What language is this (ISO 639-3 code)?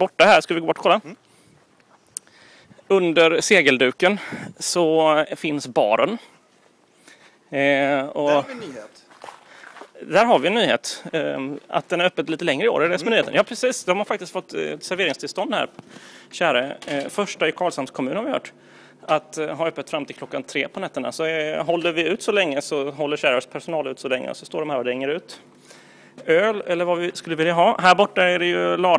swe